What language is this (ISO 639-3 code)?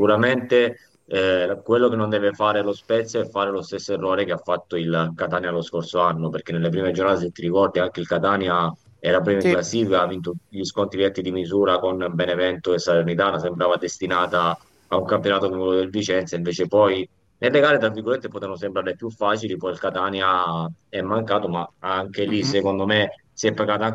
ita